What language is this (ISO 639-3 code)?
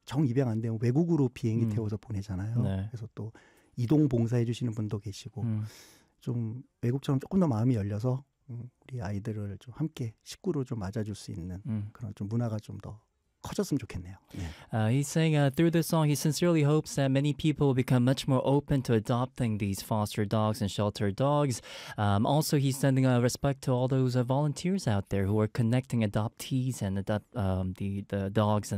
kor